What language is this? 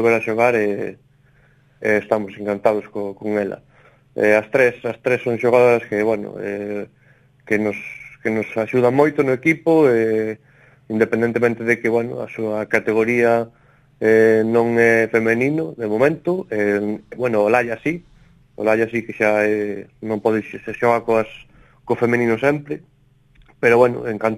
Galician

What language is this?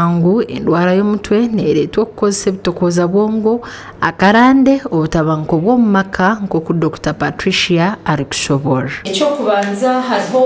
Nyankole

